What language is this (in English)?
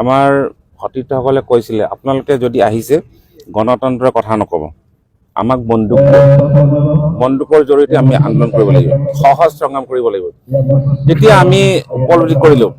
Assamese